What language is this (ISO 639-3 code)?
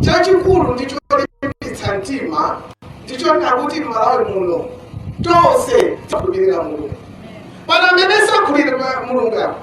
nya